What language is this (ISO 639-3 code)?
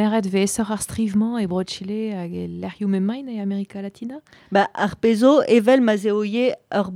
bre